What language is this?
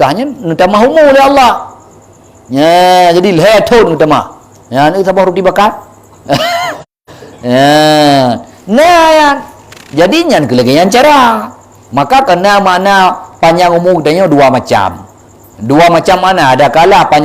Achinese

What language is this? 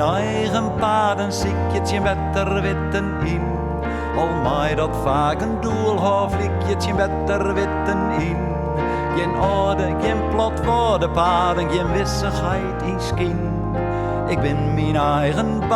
Western Frisian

